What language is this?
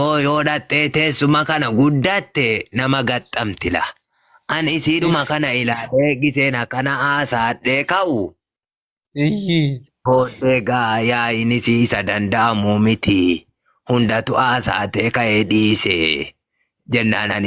Oromo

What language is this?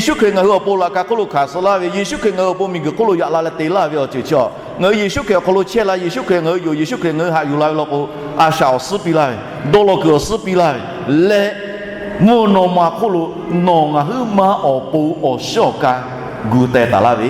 Lahu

